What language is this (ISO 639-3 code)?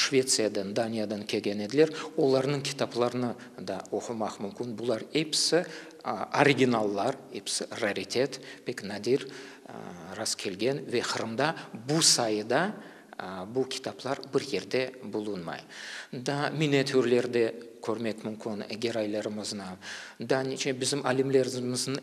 crh